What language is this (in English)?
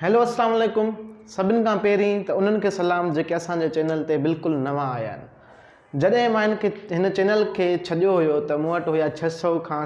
Sindhi